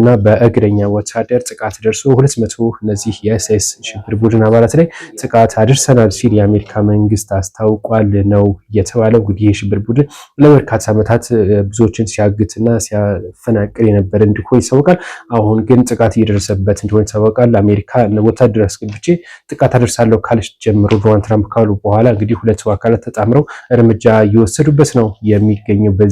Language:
Amharic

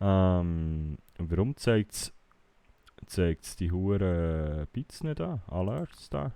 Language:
Swiss German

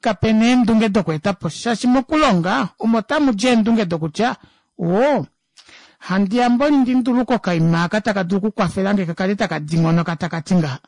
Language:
Kuanyama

